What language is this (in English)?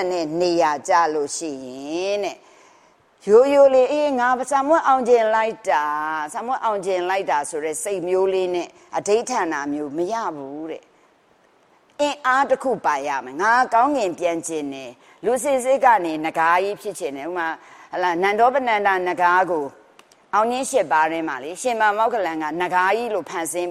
Burmese